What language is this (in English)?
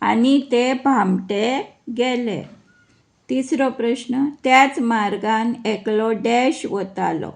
Konkani